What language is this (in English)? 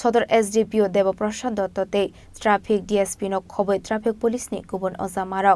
Kok Borok